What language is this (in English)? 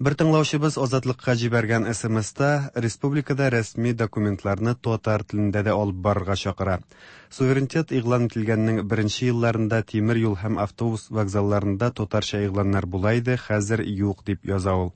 Tatar